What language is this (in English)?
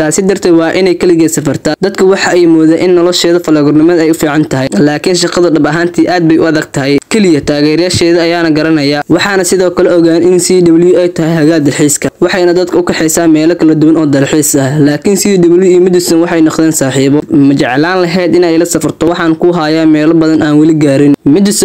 Somali